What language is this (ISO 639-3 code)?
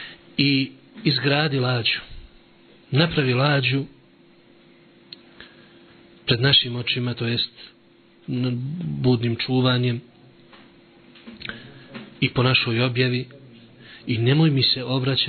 bos